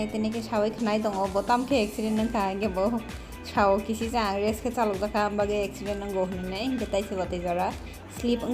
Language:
Kok Borok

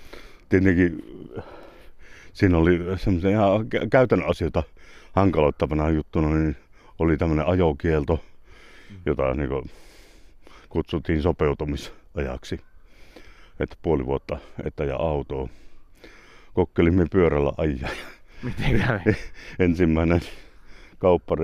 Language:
Finnish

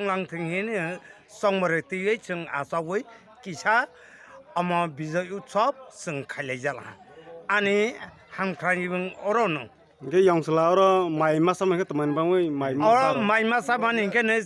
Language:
Kok Borok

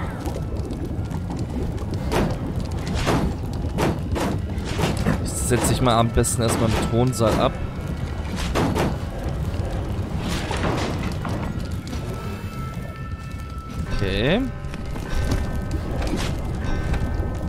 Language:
German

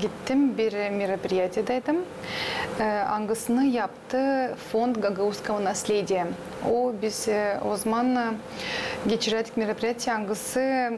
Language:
Gagauz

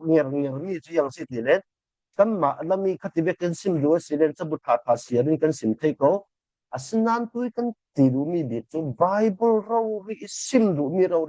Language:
Falam Chin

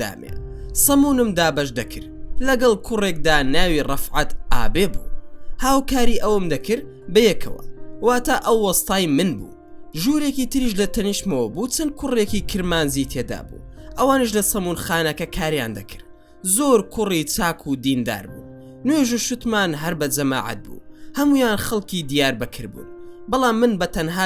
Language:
Central Kurdish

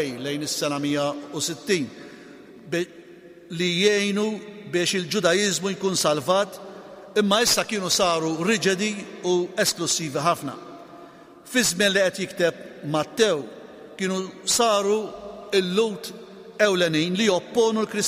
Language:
Maltese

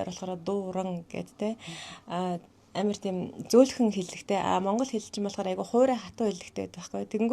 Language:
Mongolian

